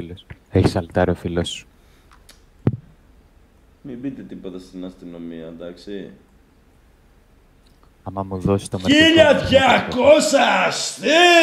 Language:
Greek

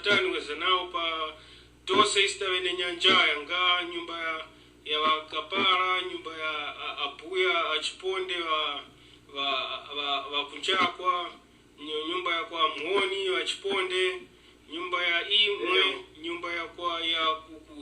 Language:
Tumbuka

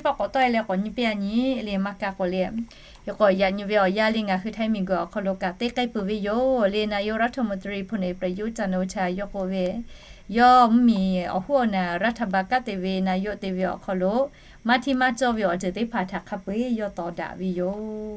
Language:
Lahu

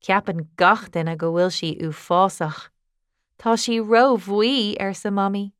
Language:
Irish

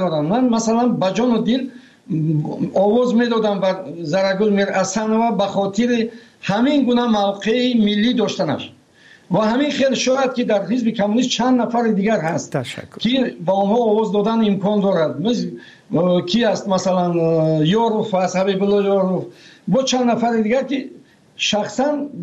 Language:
Persian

